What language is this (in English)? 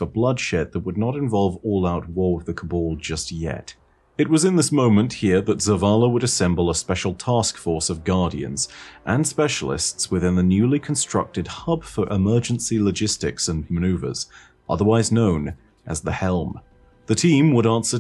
English